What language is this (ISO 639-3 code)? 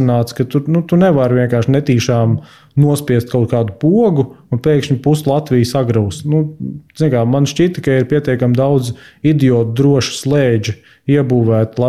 lav